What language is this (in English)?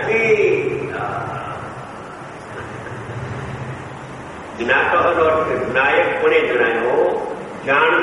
Gujarati